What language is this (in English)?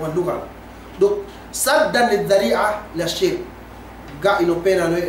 Yakan